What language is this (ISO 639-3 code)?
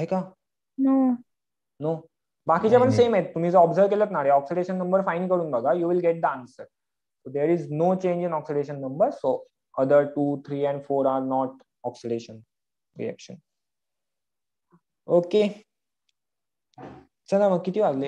mar